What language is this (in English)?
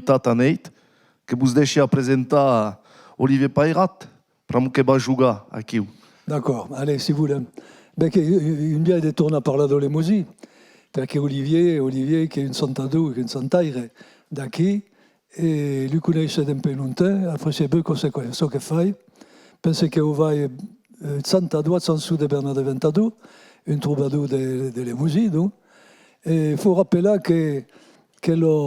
Occitan